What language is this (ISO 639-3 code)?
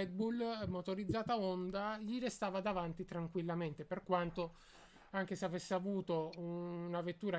ita